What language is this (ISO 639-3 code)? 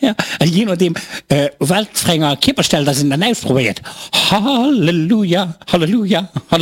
ltz